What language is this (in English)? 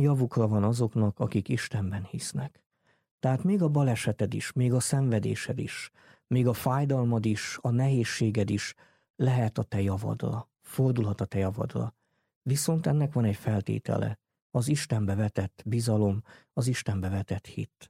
Hungarian